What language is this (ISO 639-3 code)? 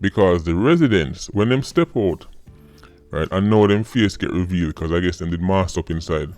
jam